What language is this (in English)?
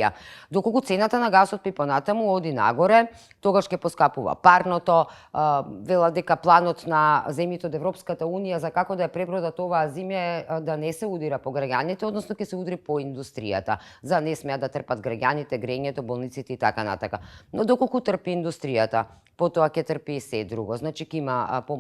Macedonian